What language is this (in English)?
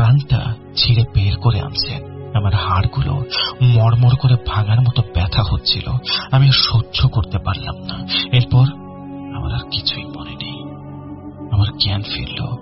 Bangla